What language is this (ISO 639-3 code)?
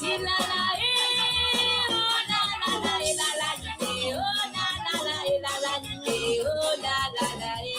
mfe